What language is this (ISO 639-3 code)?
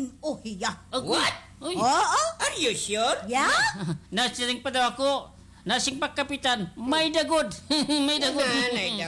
war